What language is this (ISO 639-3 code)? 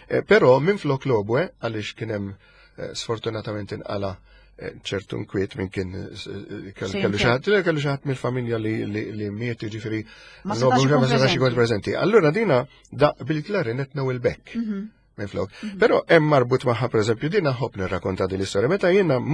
mlt